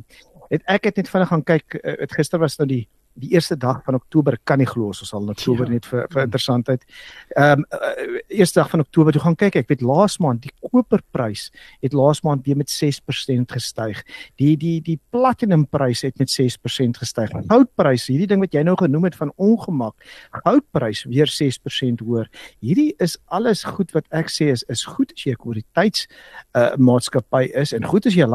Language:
Afrikaans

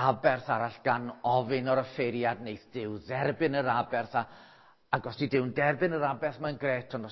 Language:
Welsh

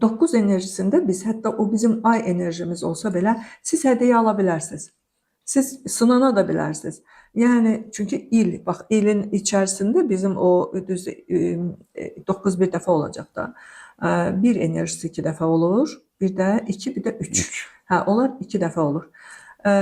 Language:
Azerbaijani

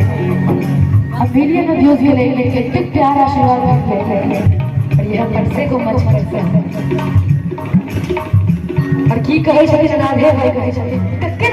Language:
Maithili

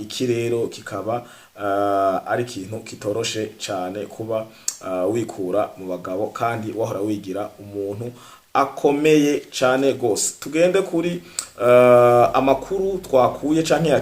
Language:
Rundi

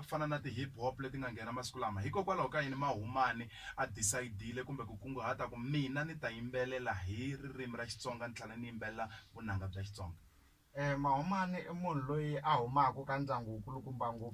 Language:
Tsonga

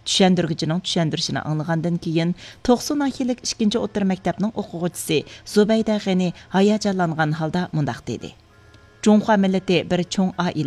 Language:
Uyghur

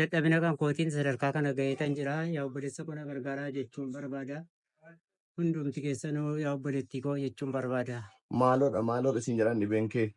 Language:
Oromo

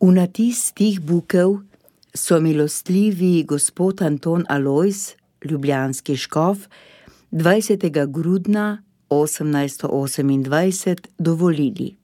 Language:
Slovenian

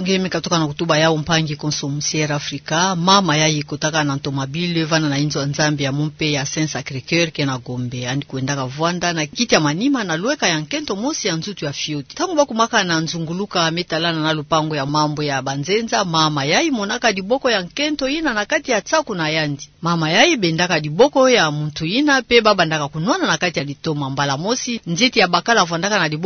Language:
Kituba (Democratic Republic of Congo)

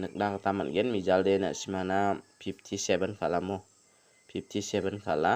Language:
Garo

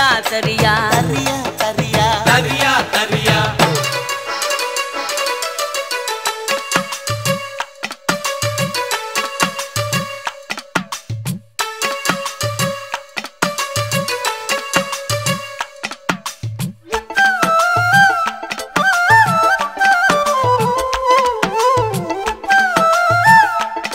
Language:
Tamil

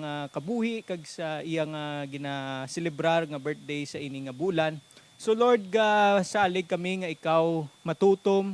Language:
Hiligaynon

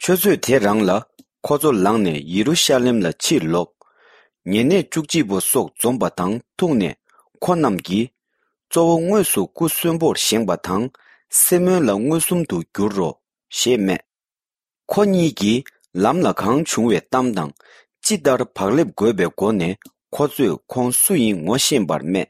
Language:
Tibetan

